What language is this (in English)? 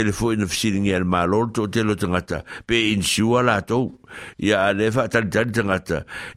Samoan